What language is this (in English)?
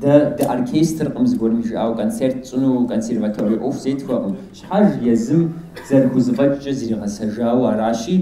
Kabardian